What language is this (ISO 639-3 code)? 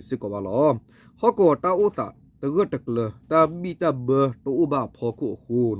ksw